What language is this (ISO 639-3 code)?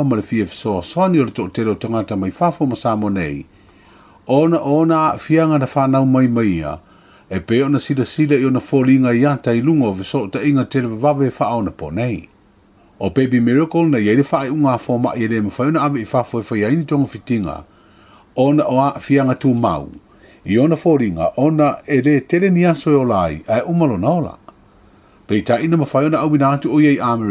smo